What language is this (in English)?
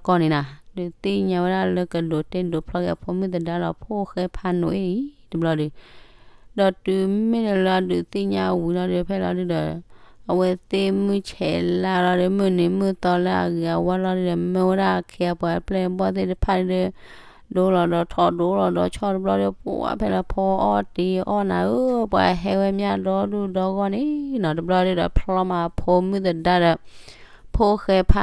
S'gaw Karen